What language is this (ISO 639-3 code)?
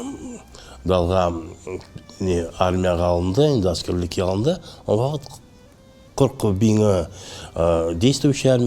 crh